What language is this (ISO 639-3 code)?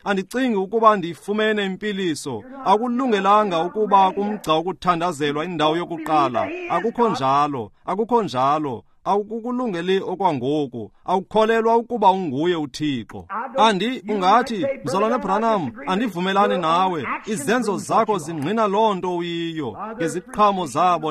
xho